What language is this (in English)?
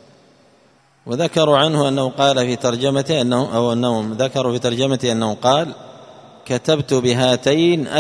Arabic